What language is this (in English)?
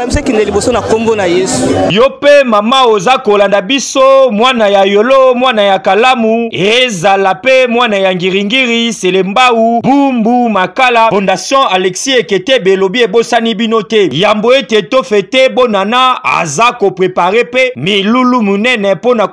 Lingala